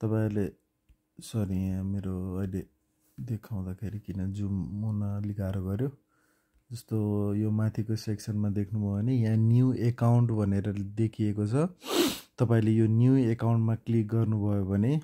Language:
Nepali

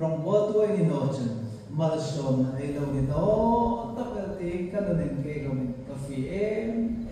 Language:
Hmar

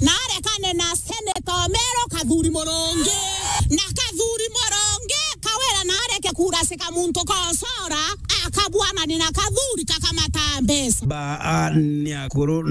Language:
Meru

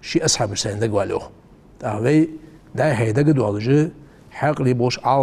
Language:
Ingush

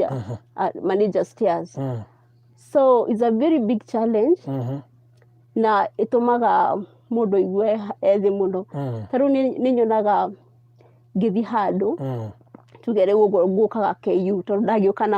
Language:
Kikuyu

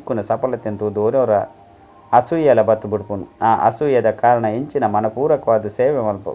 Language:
Tulu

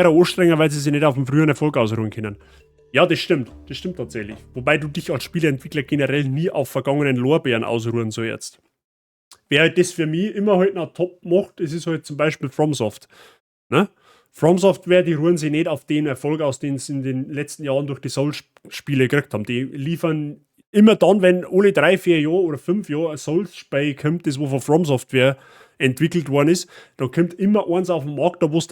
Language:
Bavarian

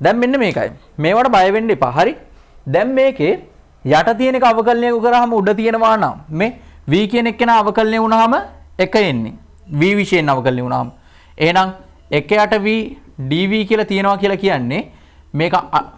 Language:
Sinhala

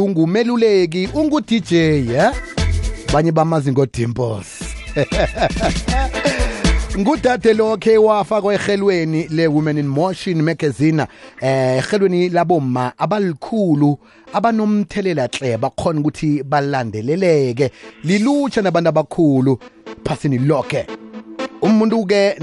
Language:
South Ndebele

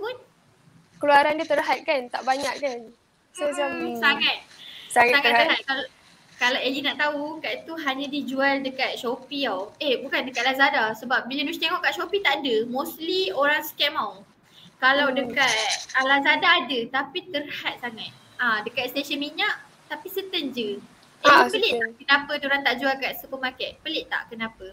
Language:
Malay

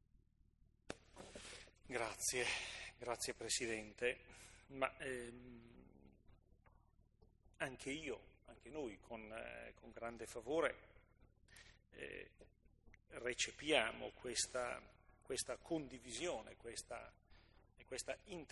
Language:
Italian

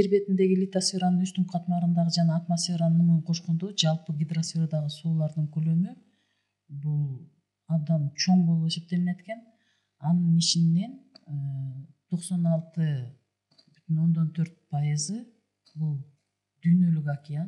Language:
Kyrgyz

